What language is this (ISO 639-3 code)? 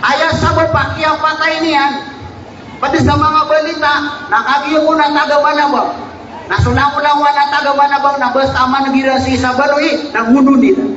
mrw